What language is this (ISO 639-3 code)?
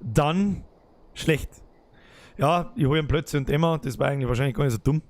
bar